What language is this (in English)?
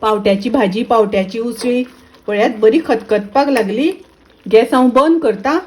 Konkani